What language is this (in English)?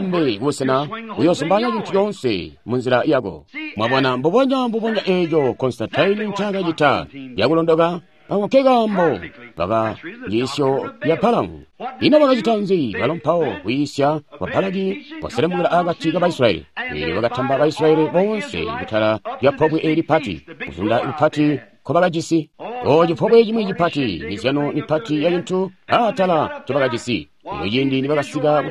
Tonga (Zambia)